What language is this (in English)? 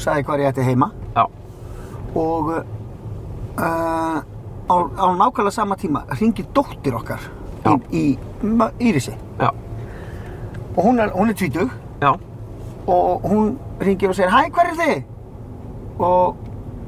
Icelandic